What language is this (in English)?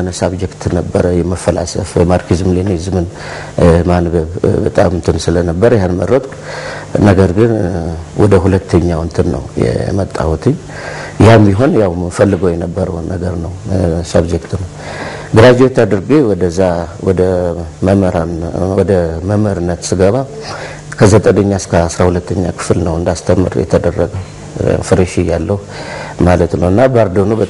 Amharic